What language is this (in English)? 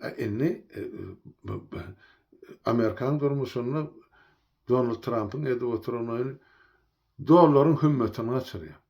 Turkmen